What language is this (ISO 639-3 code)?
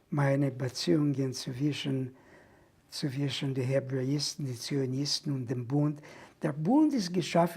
yid